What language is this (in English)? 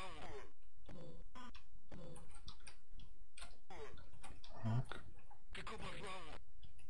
Czech